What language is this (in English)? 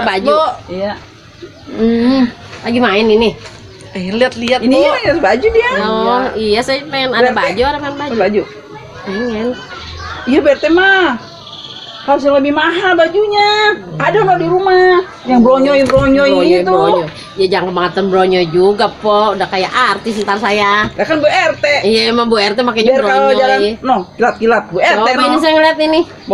Betawi